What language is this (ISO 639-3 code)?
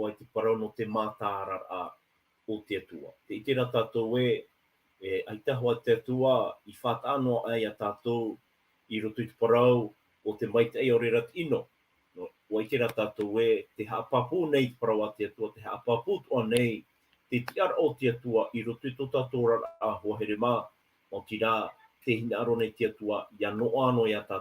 tah